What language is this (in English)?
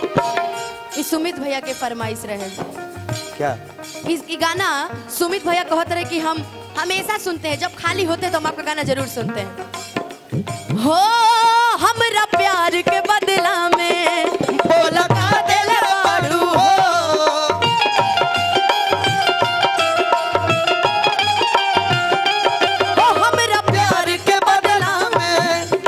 Bhojpuri